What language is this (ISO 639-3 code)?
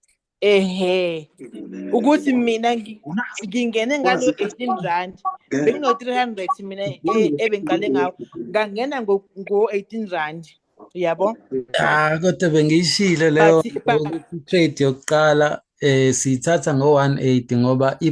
zul